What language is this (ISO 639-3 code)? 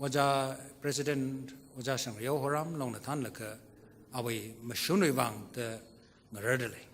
nmf